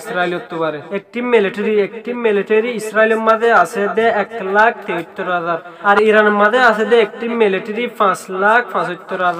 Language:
Rohingya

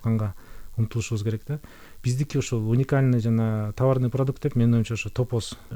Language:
Kyrgyz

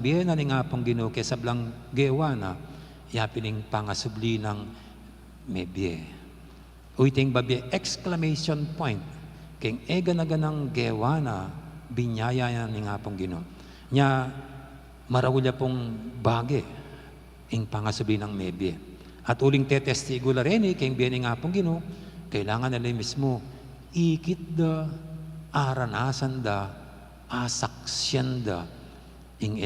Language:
Pampanga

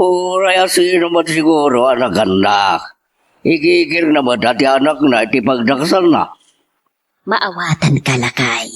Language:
Iloko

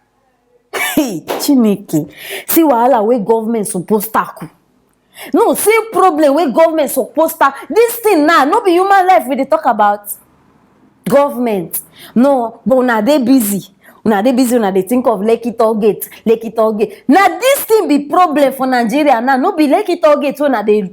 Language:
Nigerian Pidgin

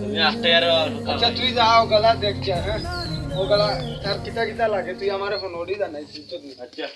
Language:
Sylheti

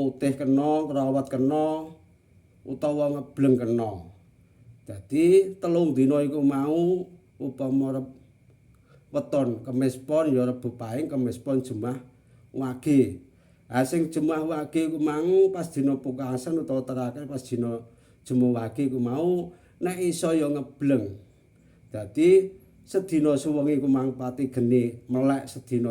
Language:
Javanese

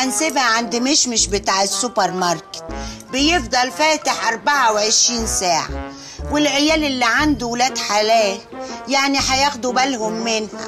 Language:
Egyptian Arabic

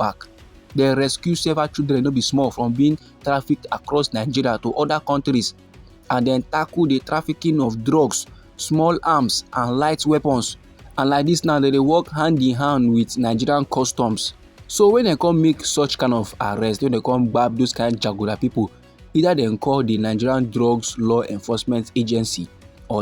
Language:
Nigerian Pidgin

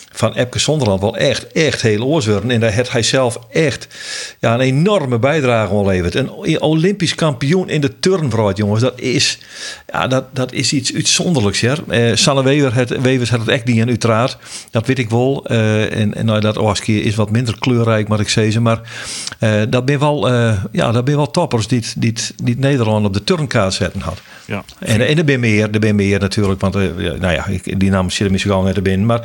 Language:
Western Frisian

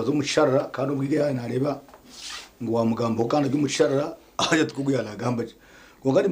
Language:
Nyankole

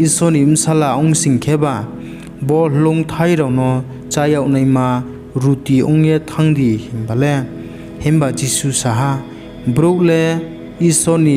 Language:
Riang (India)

